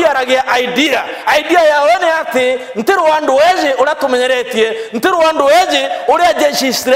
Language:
Meru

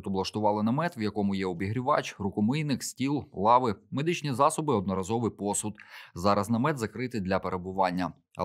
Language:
Ukrainian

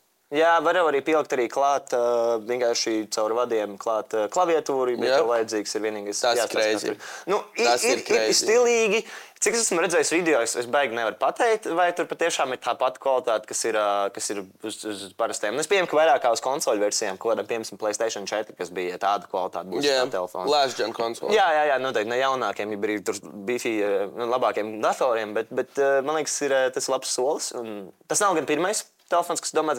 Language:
Latvian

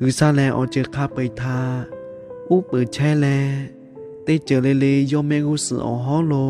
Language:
Lahu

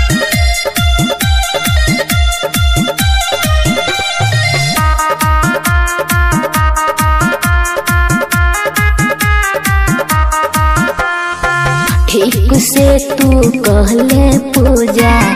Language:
Bhojpuri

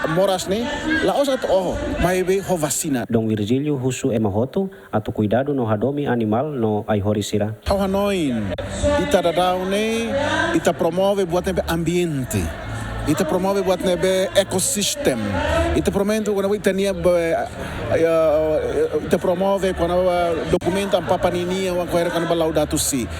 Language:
Tetum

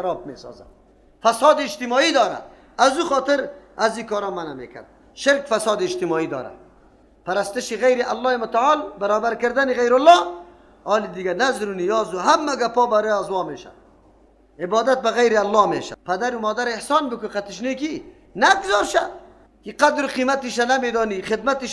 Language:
Persian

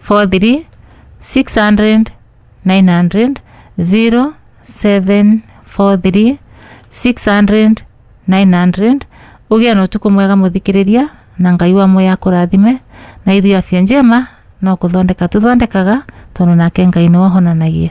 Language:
Kikuyu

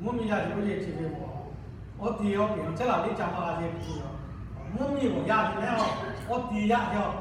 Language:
Lahu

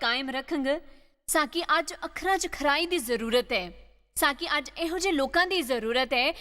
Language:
Dogri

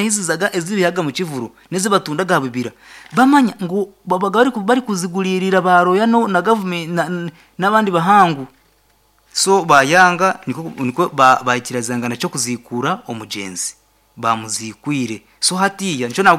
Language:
Nyankole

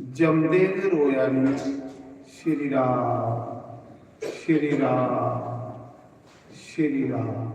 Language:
Dogri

